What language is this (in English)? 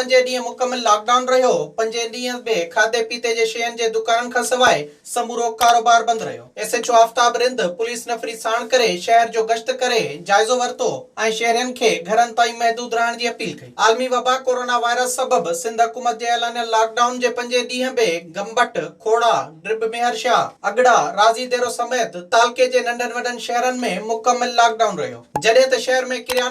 Sindhi